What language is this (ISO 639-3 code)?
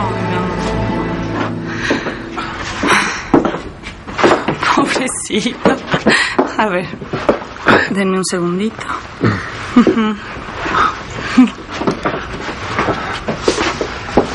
spa